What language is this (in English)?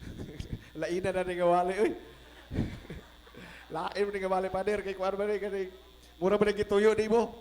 Cebuano